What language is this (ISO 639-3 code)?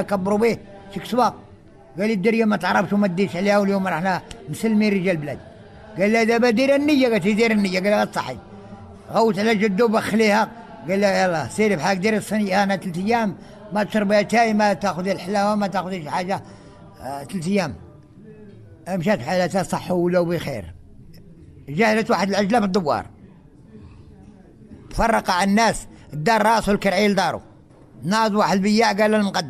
ary